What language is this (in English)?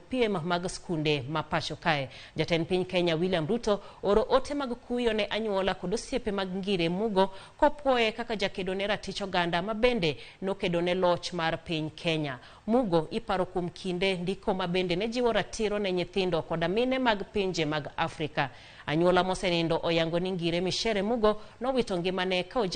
Luo (Kenya and Tanzania)